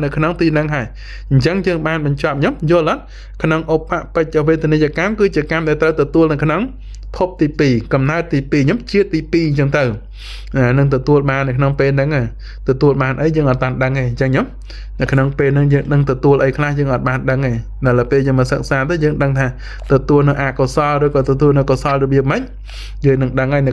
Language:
Khmer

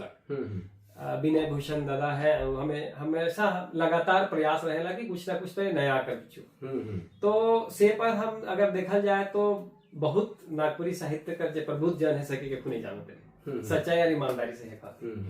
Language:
Sadri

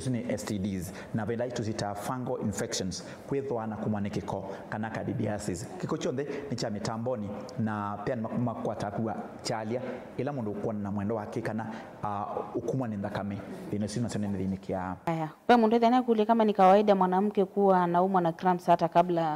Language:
Kamba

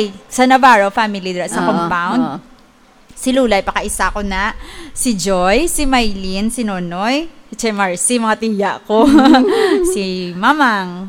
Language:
Hiligaynon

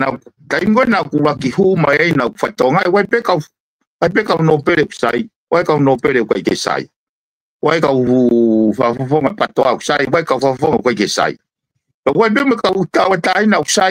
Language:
Tongan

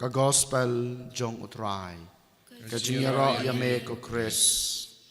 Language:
Khasi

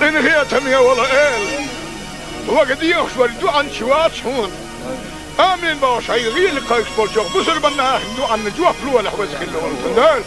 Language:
Chechen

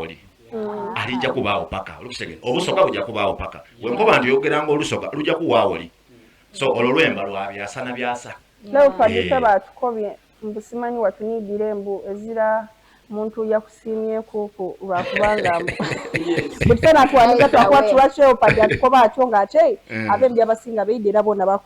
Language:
Soga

